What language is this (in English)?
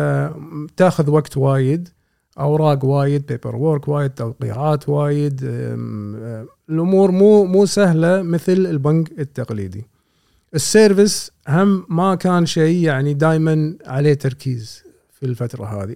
Gulf Arabic